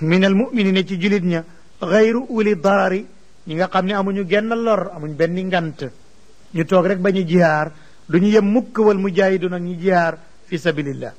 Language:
Wolof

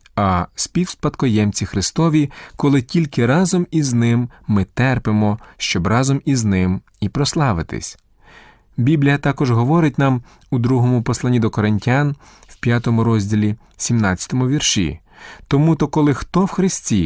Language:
Ukrainian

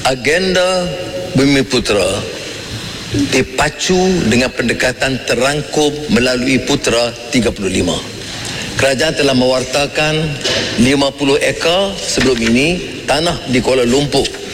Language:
Malay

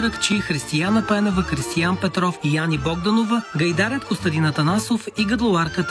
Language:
Bulgarian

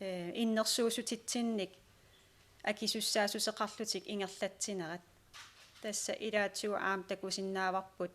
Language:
Kalaallisut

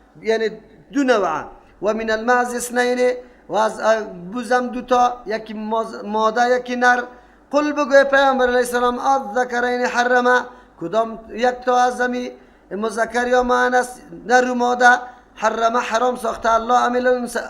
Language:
Persian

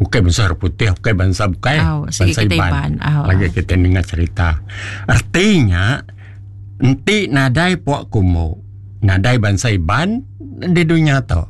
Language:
Iban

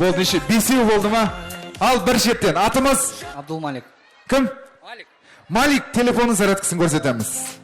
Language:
Kara-Kalpak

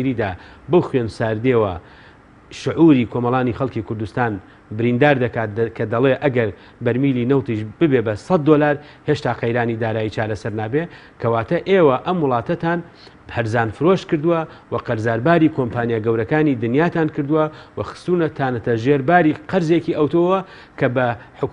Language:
Central Kurdish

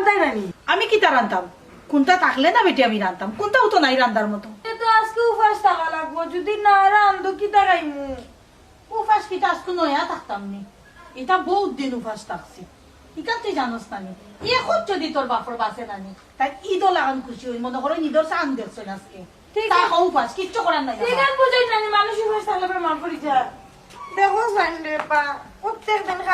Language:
Sylheti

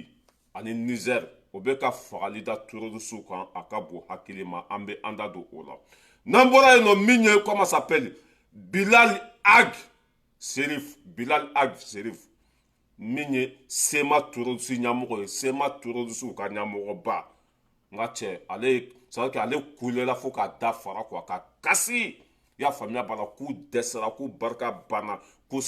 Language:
Bambara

